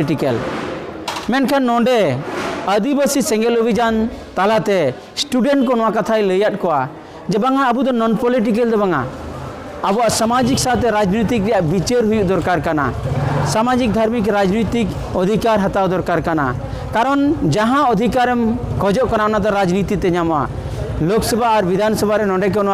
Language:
Santali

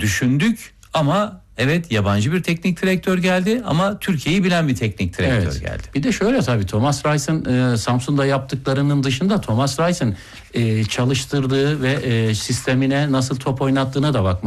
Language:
Turkish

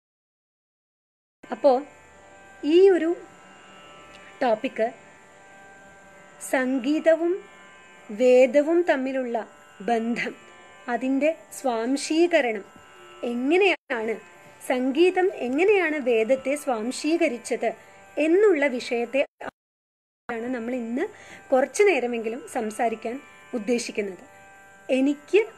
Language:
Malayalam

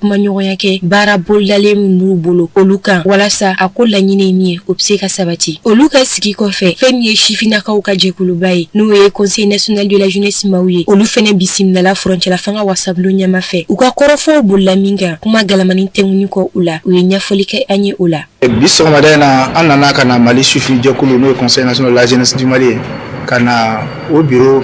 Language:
Bambara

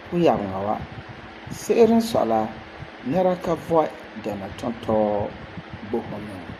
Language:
Frafra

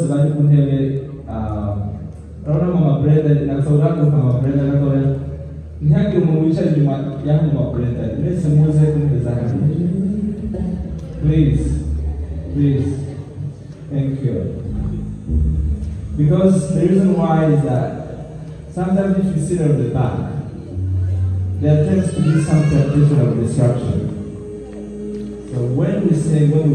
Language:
Kinyarwanda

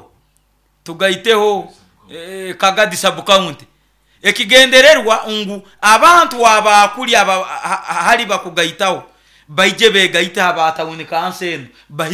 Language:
Nyoro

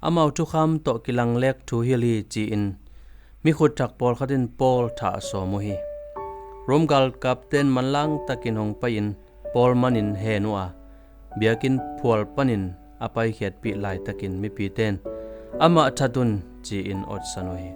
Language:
Tedim Chin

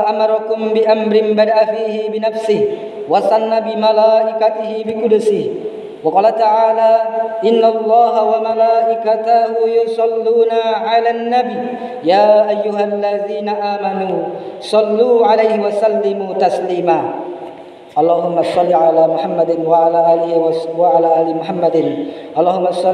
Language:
Buginese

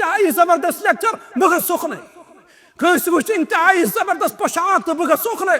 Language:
Kashmiri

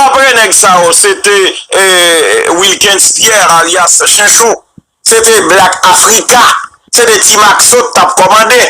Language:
Haitian Creole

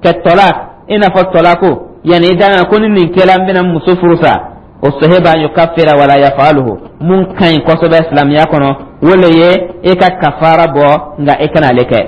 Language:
Dyula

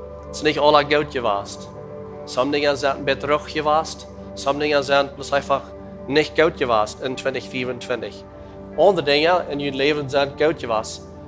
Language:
Plautdietsch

